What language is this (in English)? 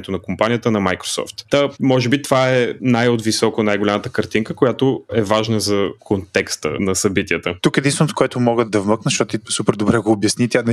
Bulgarian